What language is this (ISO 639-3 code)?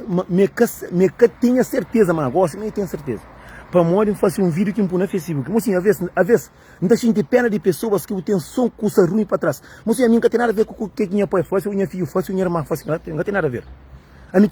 kea